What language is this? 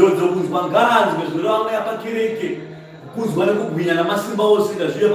Shona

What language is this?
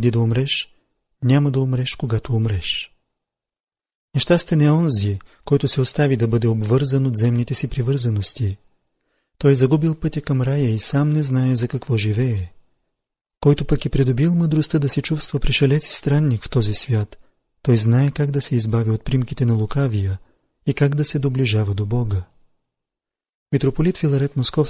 Bulgarian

